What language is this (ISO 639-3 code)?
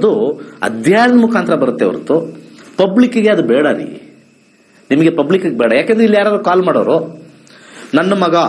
kan